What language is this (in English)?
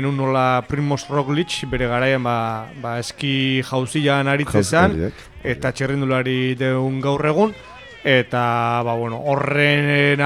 Basque